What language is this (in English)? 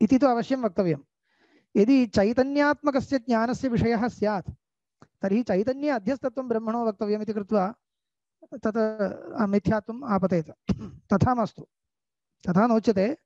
Sanskrit